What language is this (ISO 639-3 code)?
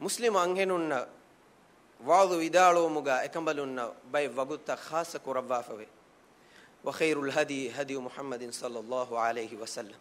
div